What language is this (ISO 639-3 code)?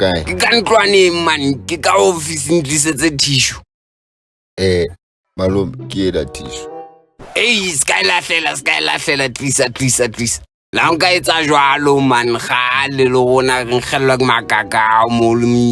sot